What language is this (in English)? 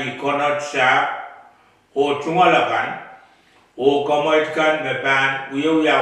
Pohnpeian